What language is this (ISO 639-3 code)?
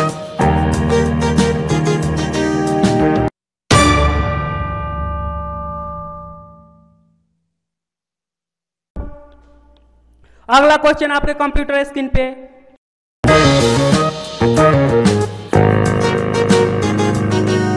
hin